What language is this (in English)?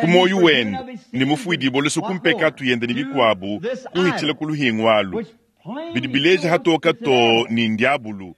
Luba-Lulua